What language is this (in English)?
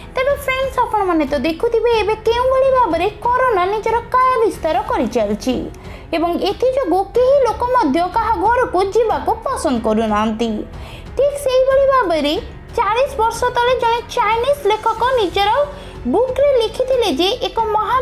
Odia